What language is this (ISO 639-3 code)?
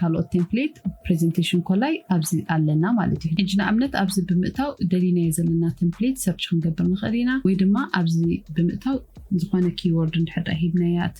tir